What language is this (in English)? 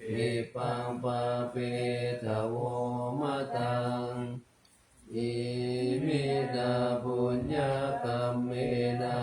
Pali